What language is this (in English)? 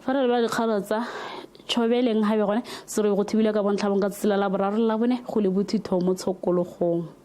Tswana